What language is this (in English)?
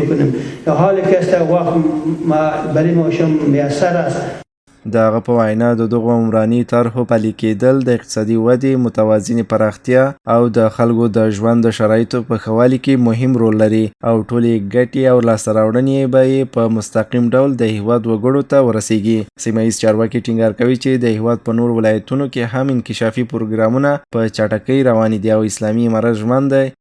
Pashto